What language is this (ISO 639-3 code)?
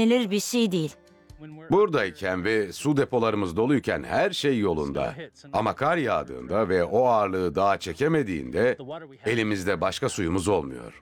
tur